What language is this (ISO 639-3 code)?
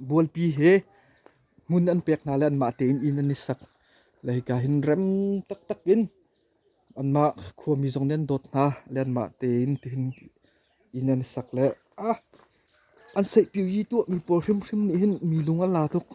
cnh